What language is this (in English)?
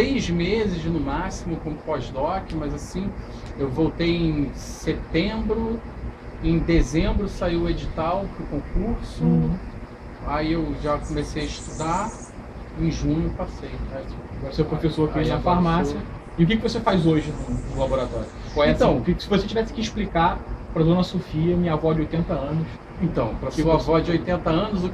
Portuguese